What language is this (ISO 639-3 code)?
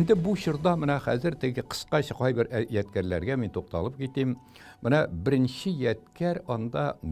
tat